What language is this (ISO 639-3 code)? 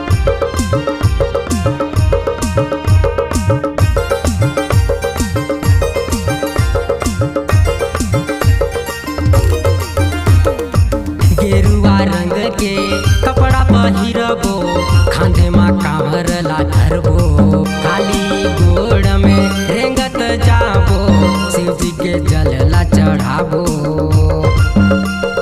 hne